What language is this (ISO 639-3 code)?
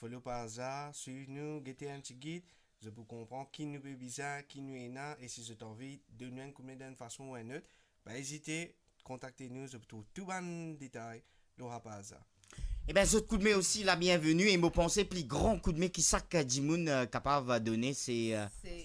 mfe